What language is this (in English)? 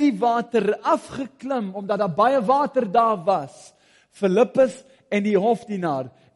Afrikaans